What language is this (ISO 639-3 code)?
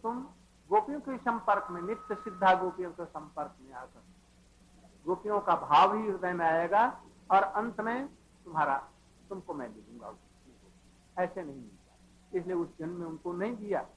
hin